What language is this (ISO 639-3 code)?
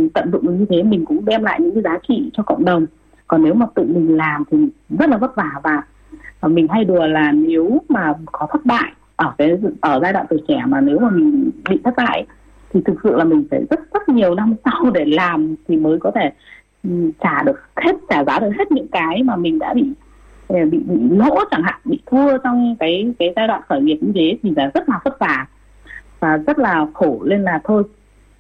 vie